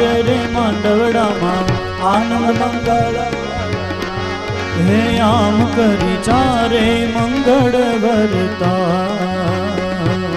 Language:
Gujarati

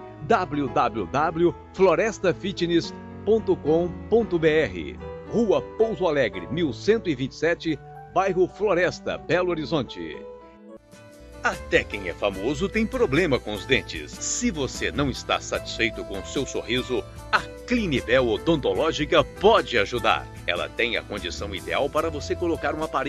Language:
Portuguese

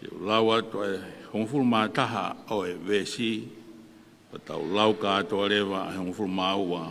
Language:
Tongan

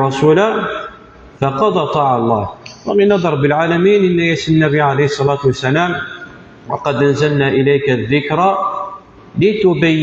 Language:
Kabyle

